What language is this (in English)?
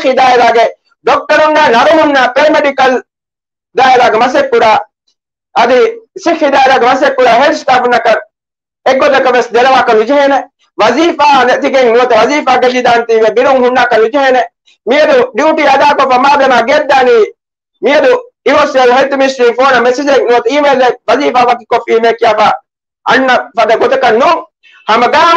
Divehi